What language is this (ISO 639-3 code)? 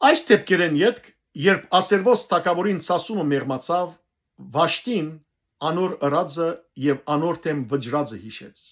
hyw